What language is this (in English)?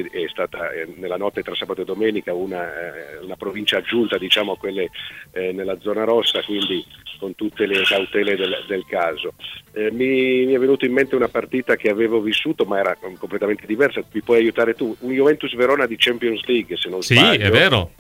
Italian